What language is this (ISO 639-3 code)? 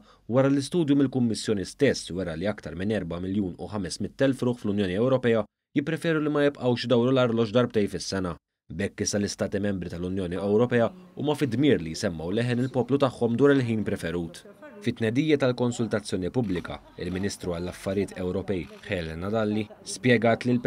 mlt